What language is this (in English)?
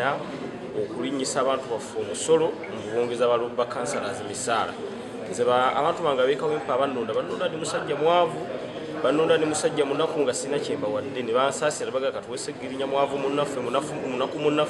Ganda